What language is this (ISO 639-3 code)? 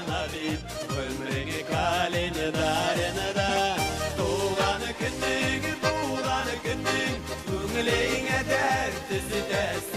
bak